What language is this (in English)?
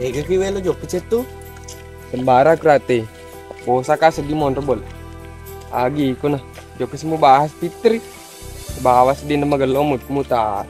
Buginese